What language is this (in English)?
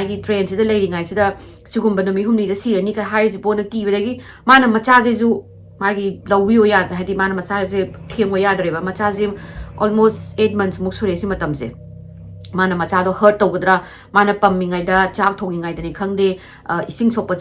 Manipuri